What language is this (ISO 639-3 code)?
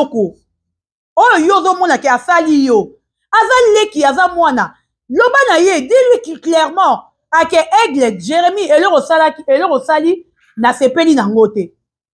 lin